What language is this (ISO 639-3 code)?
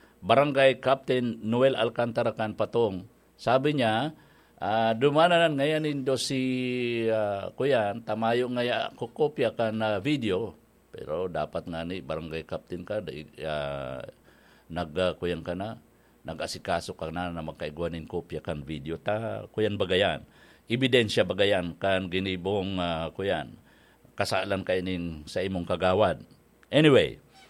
bik